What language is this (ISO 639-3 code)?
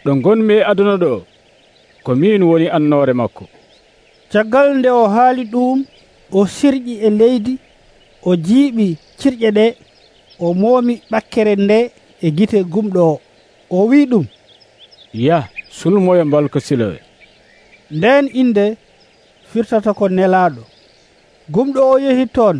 fuv